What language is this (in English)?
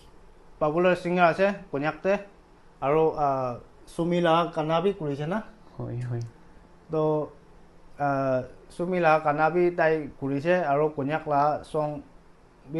Naga Pidgin